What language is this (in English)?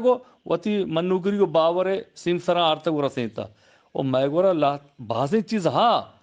Eastern Balochi